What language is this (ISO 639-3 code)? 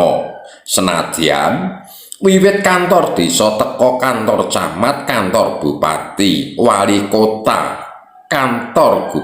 jav